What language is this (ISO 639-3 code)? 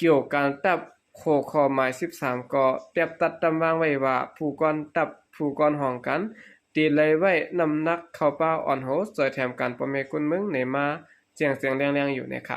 shn